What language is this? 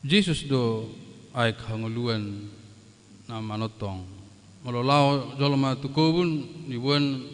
Batak Toba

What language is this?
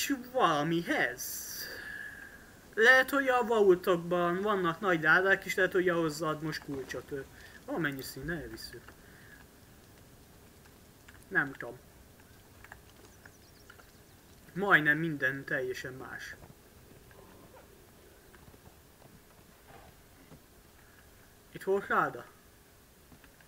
Hungarian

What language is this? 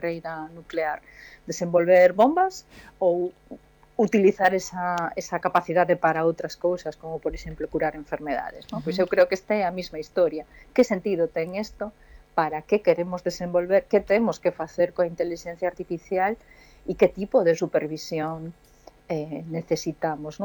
Galician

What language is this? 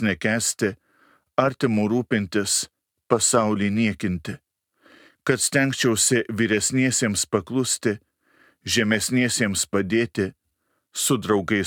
Lithuanian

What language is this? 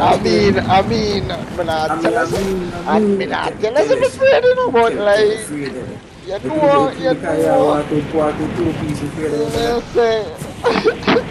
Jamaican Creole English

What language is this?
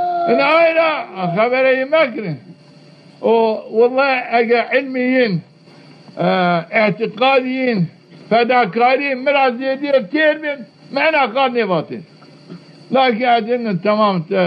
Zaza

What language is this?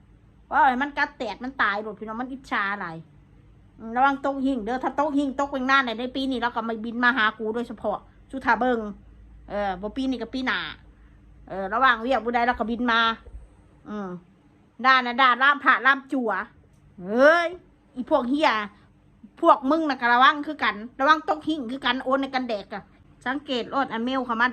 Northeastern Thai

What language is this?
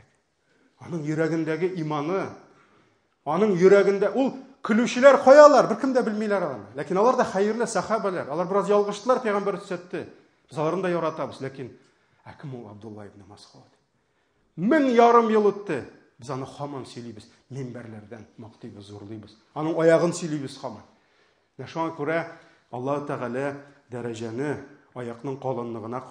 Tatar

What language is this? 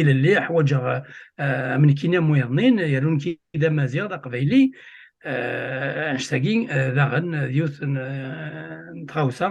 Kabyle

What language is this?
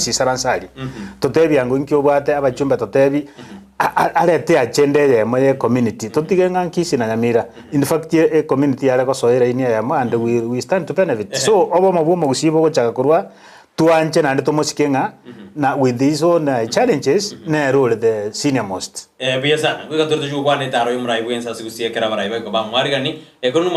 Gusii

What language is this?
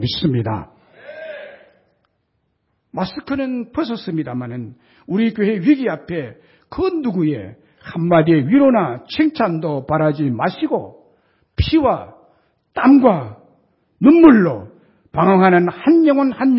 Korean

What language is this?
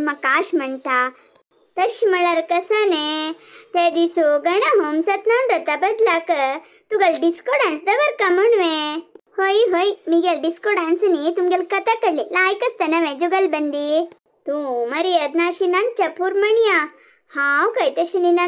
Konkani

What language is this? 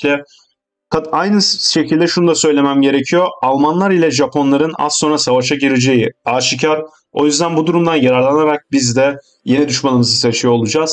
Turkish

